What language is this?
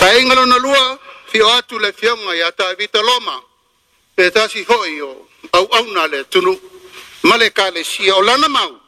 Samoan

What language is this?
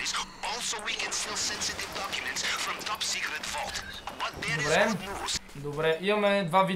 Bulgarian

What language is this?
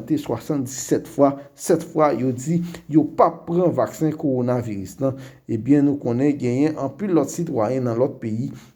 Haitian Creole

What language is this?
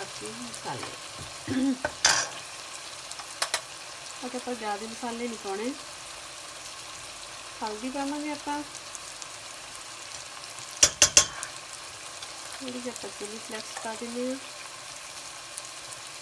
Punjabi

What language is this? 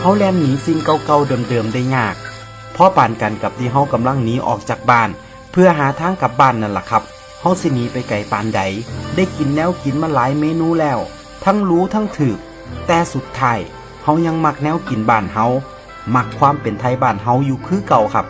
Northeastern Thai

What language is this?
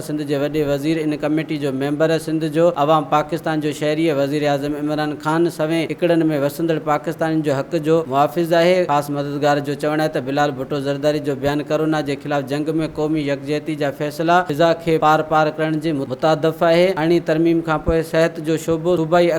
Sindhi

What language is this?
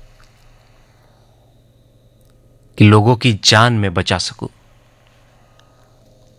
Marathi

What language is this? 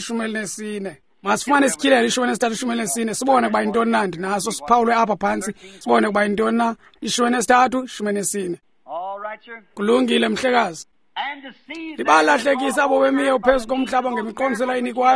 Xhosa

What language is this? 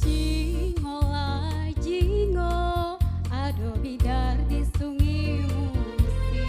Musi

